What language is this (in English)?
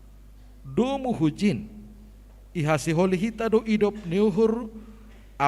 Batak Simalungun